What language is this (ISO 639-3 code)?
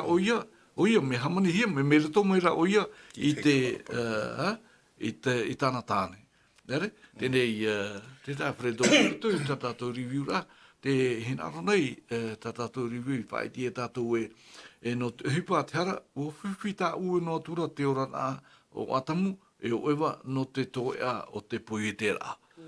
tah